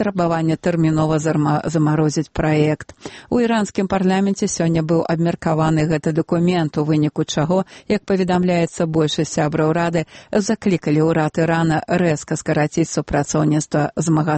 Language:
Belarusian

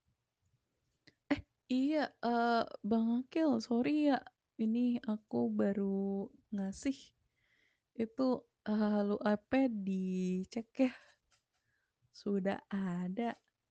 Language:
Indonesian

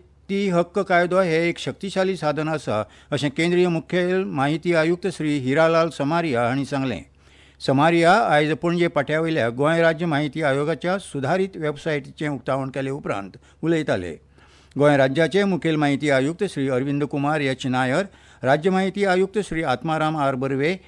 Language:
Konkani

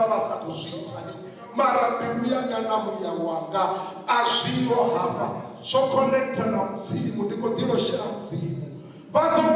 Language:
Venda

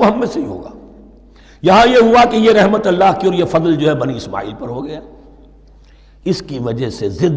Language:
Urdu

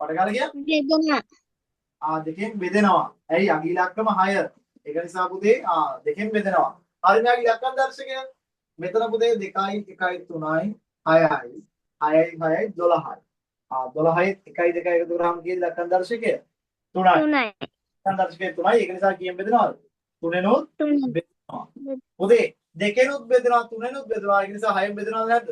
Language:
Sinhala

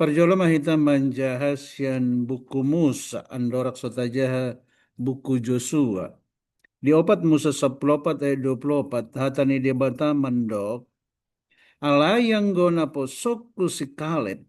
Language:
Batak Toba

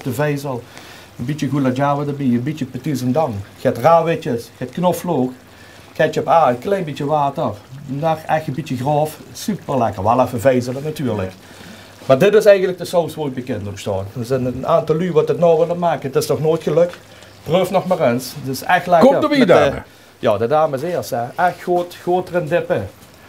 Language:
Limburgish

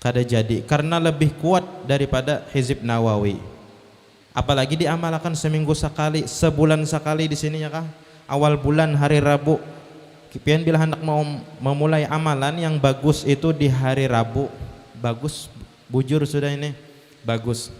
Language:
Banjar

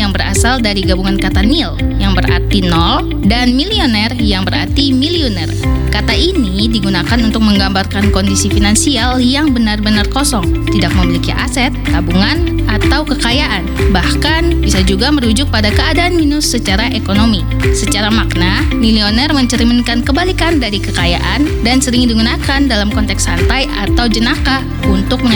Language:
Indonesian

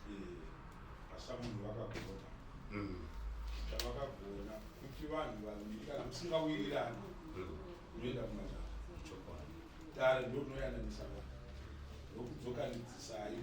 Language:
Shona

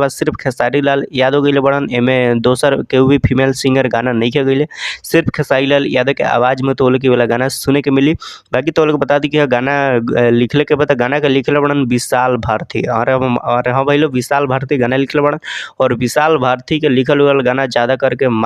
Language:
Bhojpuri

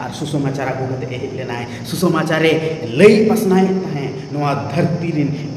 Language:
Santali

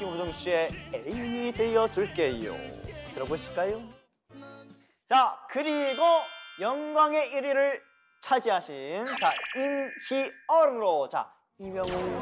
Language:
Korean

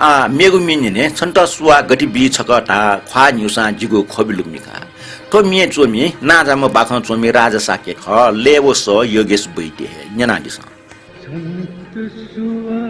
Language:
Newari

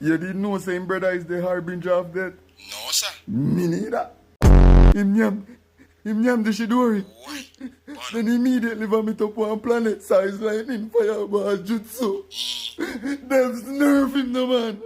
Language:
Jamaican Creole English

